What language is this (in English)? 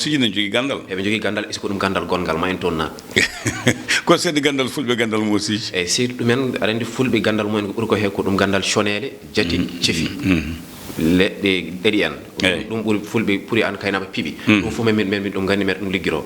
Fula